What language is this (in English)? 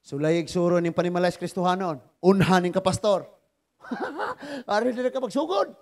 Cebuano